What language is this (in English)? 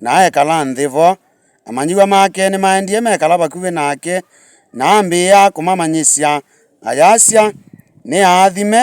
Kamba